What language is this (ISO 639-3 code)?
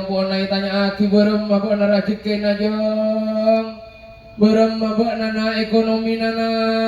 mad